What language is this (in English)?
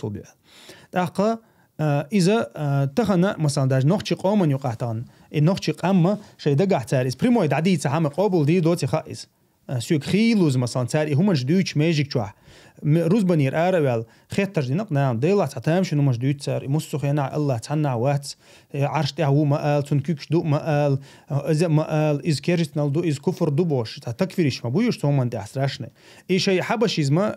Chechen